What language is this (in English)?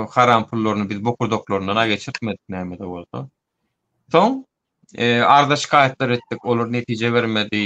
Turkmen